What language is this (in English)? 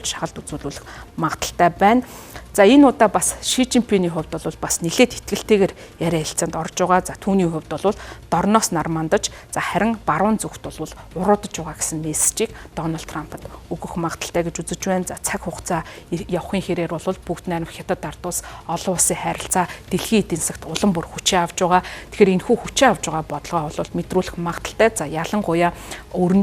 Mongolian